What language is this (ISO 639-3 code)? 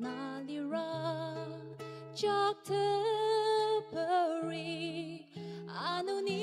njo